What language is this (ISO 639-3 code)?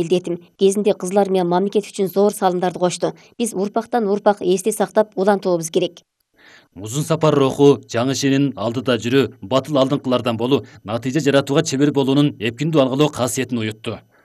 kir